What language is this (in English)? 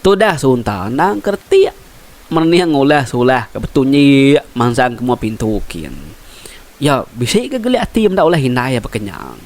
Iban